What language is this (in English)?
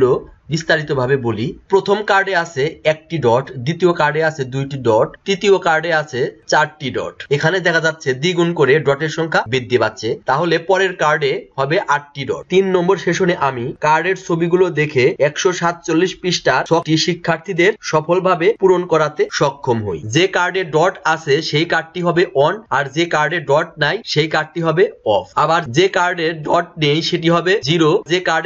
Bangla